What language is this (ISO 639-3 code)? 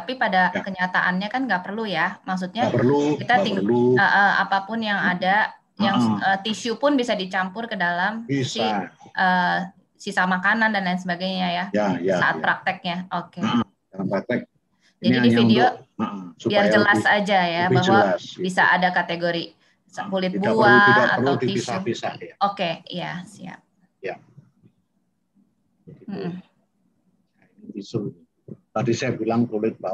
ind